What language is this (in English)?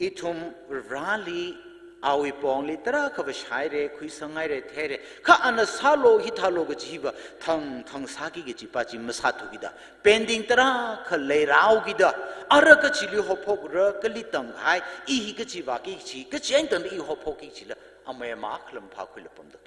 Tangkhul Naga (India)